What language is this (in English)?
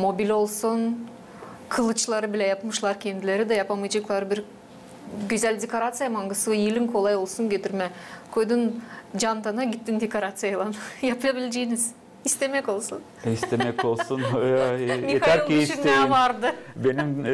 Gagauz